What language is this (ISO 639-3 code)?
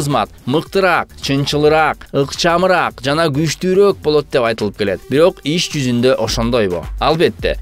kir